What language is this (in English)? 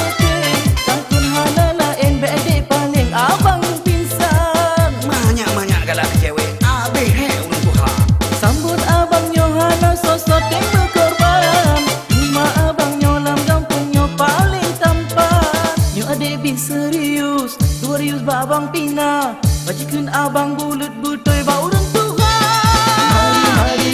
Achinese